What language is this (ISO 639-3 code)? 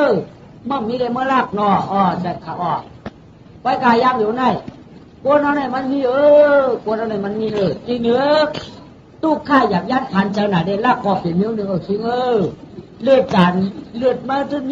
shn